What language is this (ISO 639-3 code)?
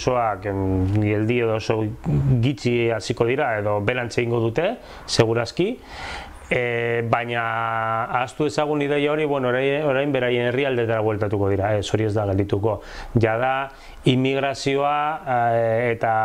eus